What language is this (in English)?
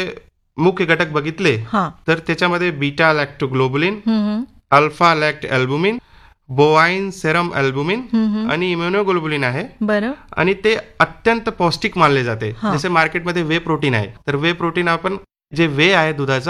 Marathi